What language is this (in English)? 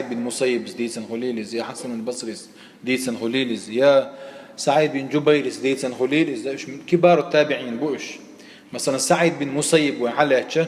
Chechen